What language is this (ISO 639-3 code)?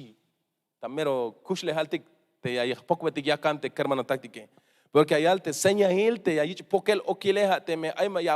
tzh